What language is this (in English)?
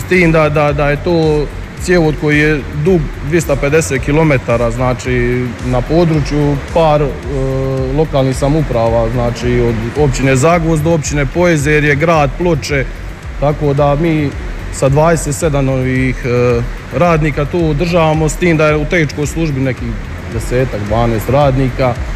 Croatian